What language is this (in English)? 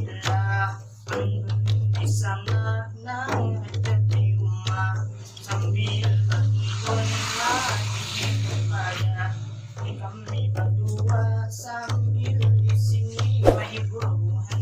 Banjar